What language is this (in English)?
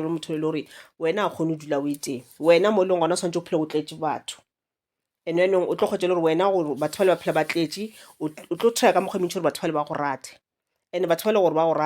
Northern Sotho